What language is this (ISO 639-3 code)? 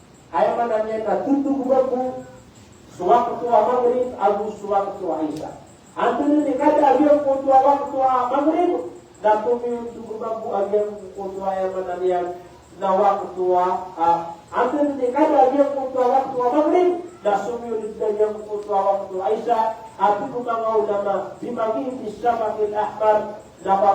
mrw